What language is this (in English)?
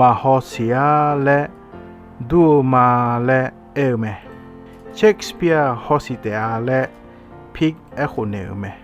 Akha